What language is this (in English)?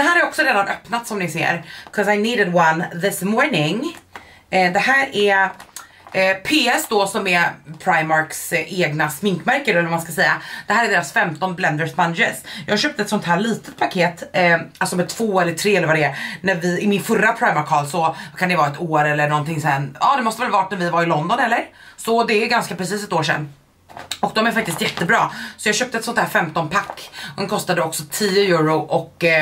Swedish